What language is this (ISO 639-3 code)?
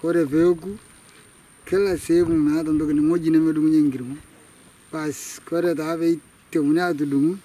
sna